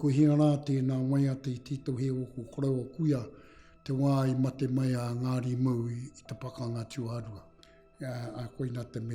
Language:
Māori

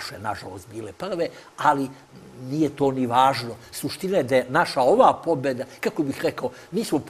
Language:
Serbian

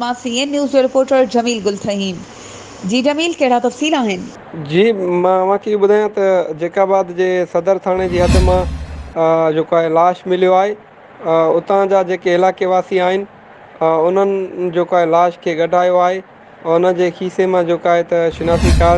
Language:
Sindhi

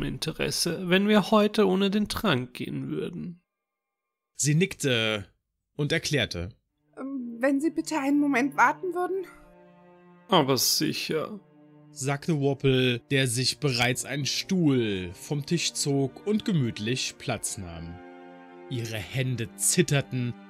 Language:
German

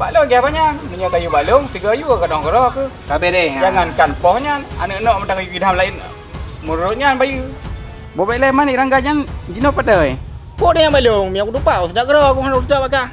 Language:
Achinese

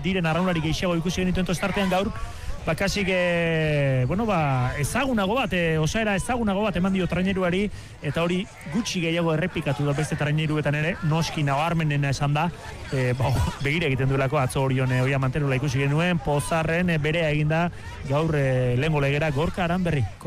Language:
Basque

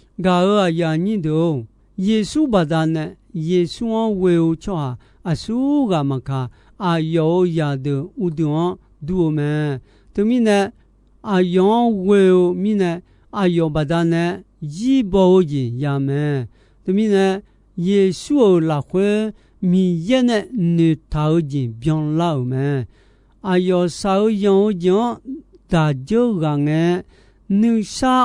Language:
Akha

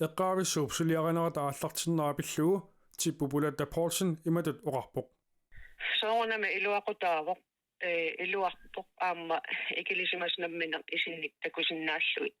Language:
Kalaallisut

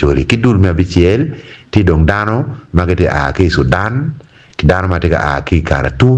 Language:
Acoli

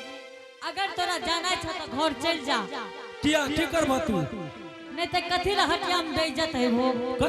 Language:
Angika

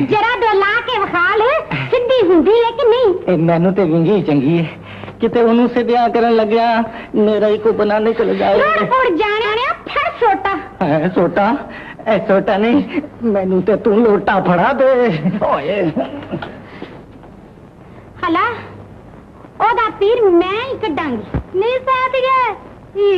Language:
Punjabi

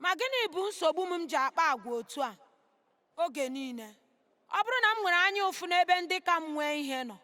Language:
Igbo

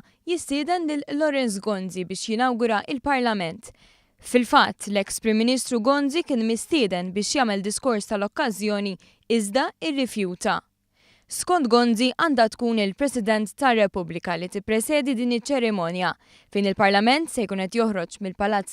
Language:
Maltese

